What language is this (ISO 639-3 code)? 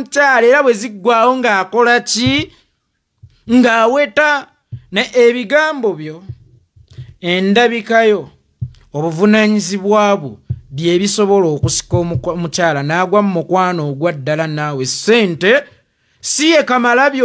lug